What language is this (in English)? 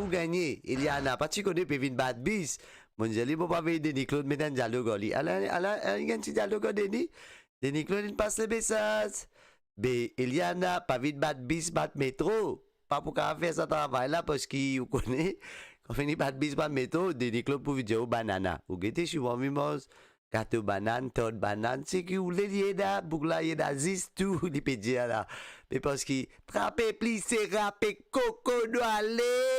Morisyen